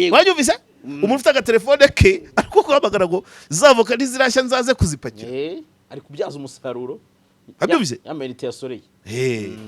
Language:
Kinyarwanda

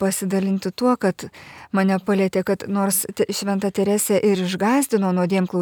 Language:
Lithuanian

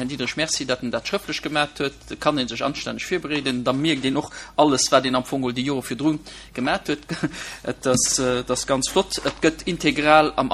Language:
Luxembourgish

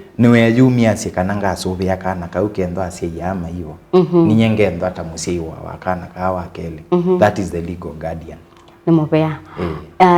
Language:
Kamba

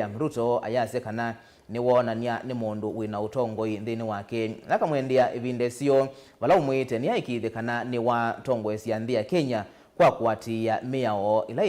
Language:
Kamba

